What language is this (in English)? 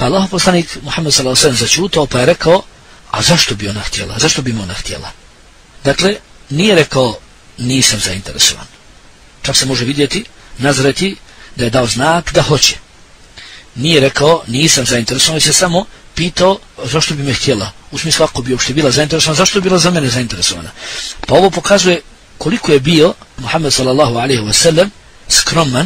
Bosnian